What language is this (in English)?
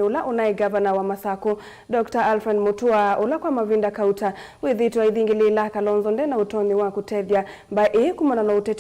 Kamba